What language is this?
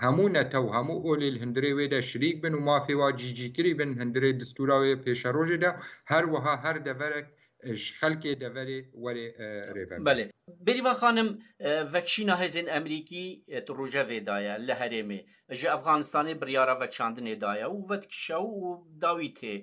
Kurdish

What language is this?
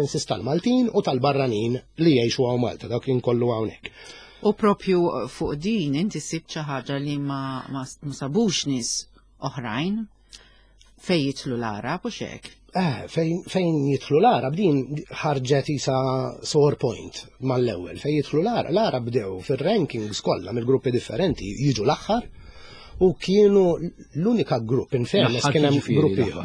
Maltese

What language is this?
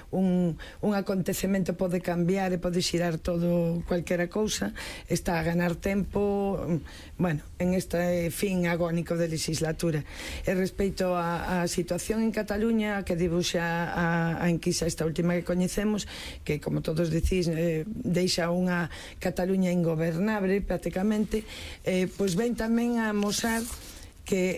Galician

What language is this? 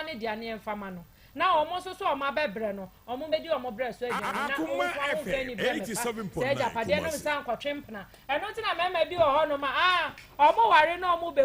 Akan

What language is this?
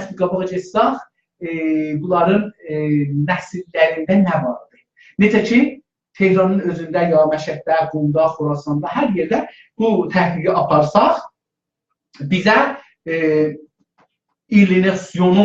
South Azerbaijani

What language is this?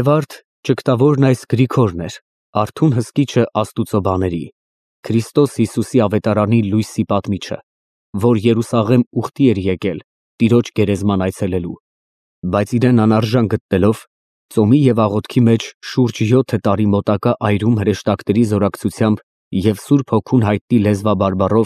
Armenian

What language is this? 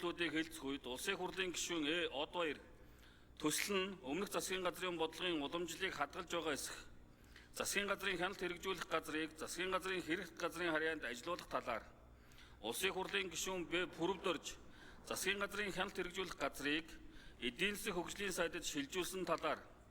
Mongolian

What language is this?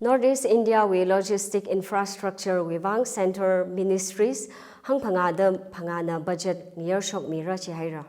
Tangkhul Naga (India)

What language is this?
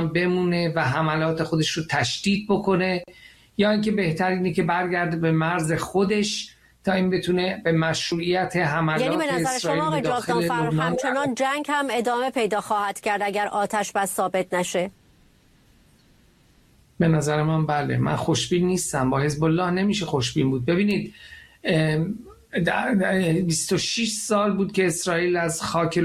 Persian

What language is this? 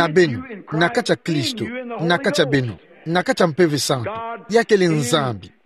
Kituba (Democratic Republic of Congo)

